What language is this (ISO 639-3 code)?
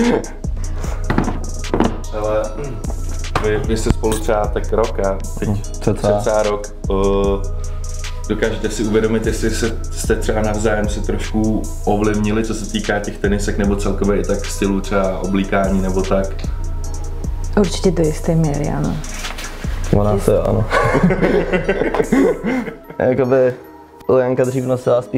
ces